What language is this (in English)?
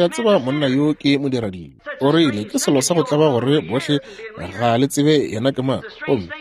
Northern Sotho